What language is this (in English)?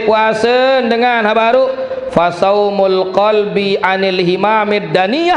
Sasak